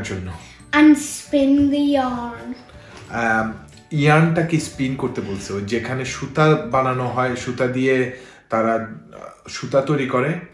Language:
Bangla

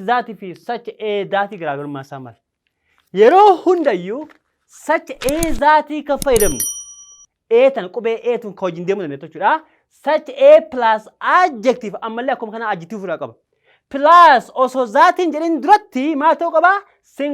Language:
Oromo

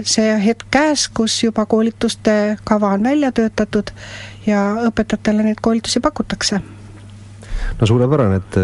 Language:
Estonian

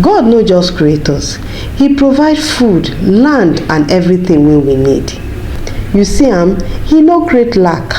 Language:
Nigerian Pidgin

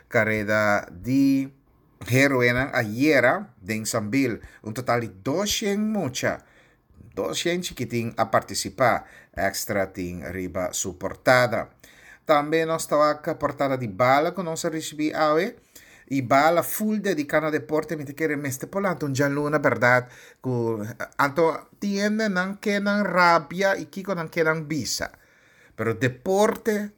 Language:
Papiamento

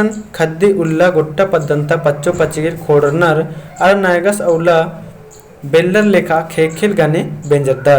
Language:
Kurukh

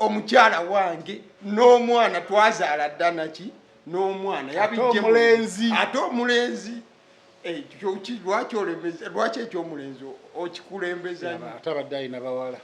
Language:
Ganda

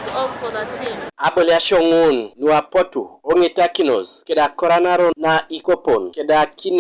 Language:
Teso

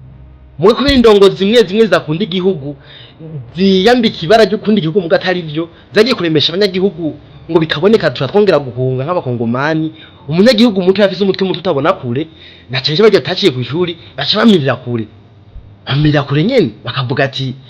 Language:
Rundi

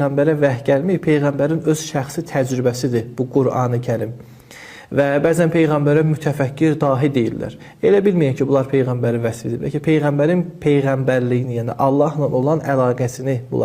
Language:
Azerbaijani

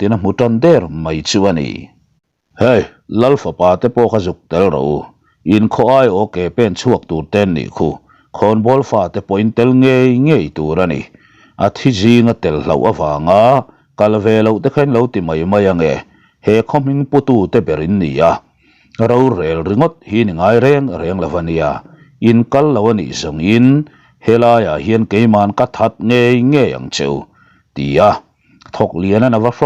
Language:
Mizo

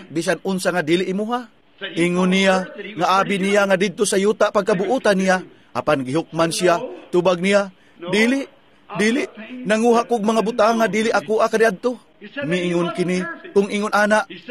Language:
Cebuano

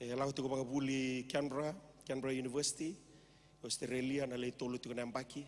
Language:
Fijian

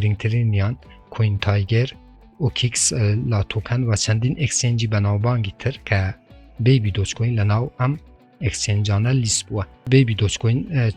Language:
Central Kurdish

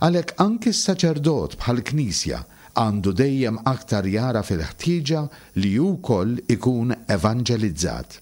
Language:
Maltese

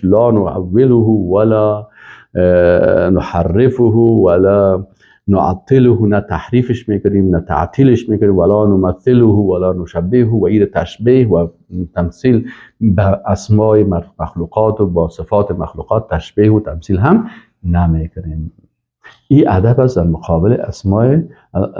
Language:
Persian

